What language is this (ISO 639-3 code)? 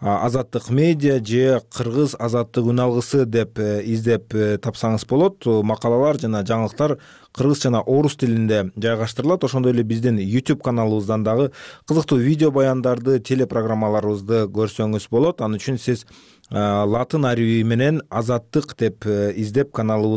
kir